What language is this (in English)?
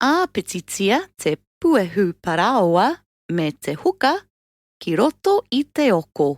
Māori